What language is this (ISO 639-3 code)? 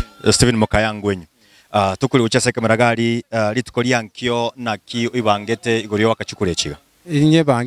guz